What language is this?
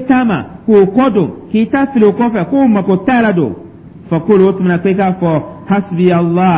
Dyula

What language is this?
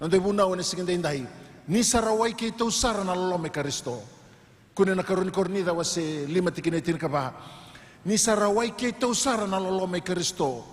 Fijian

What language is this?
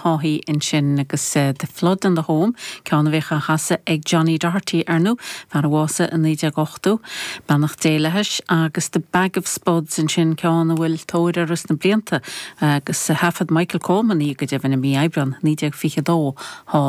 Irish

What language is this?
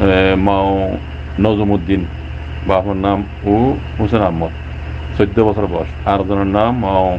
Rohingya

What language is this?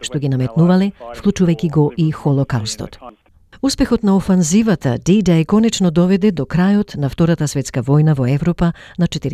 Macedonian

